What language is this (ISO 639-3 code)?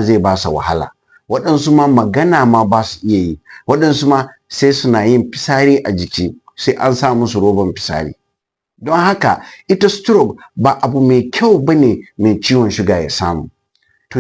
hau